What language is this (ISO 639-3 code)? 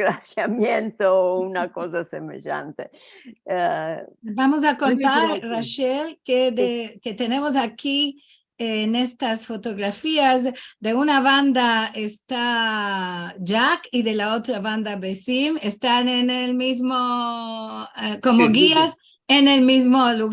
lad